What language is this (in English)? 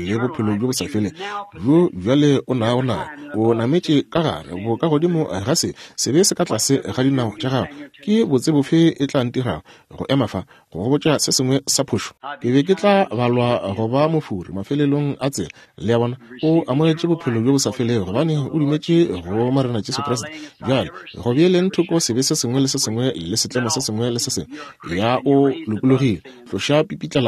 Northern Sotho